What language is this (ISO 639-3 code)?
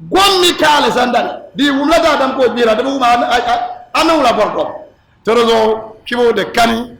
dag